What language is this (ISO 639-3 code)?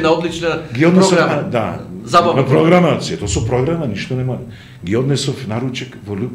mkd